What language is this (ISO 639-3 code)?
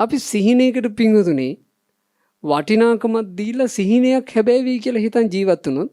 sin